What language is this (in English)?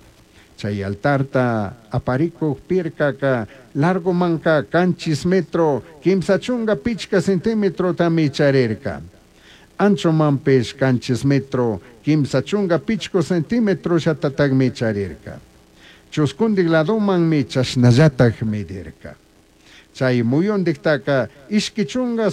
Chimborazo Highland Quichua